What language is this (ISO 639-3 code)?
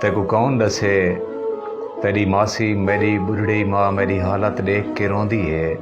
skr